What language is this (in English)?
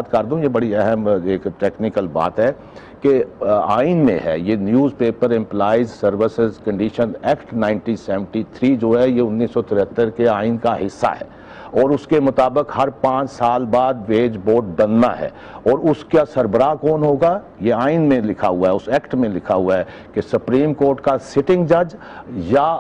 Urdu